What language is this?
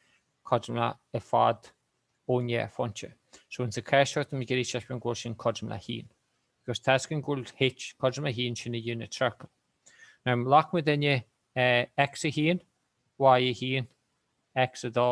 Irish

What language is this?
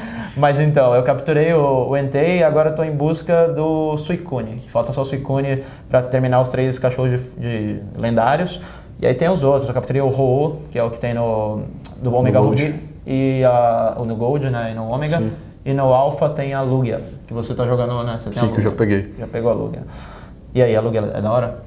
Portuguese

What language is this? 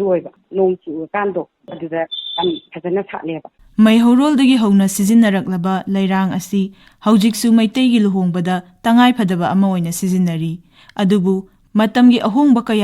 Manipuri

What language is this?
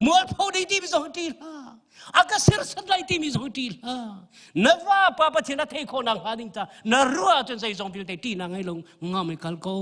Hakha Chin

